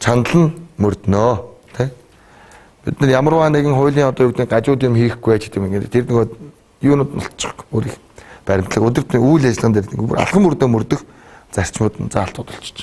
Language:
Mongolian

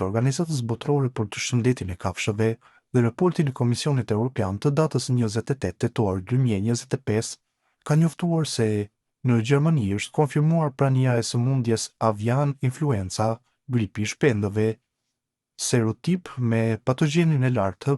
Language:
Albanian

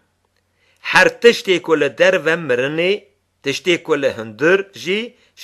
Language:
Kurdish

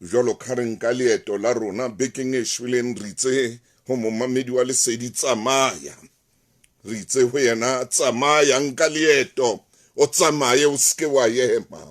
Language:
Southern Sotho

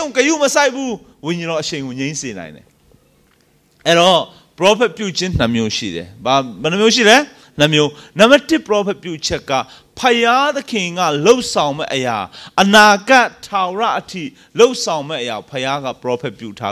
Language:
Burmese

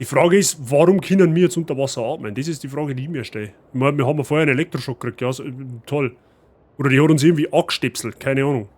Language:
Bavarian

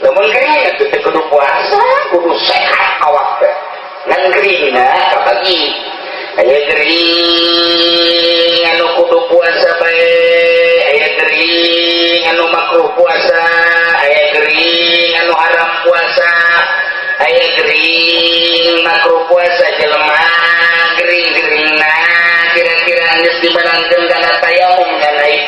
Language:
Sundanese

